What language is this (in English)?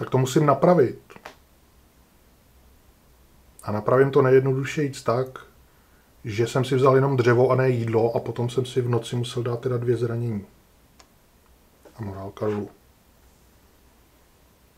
Czech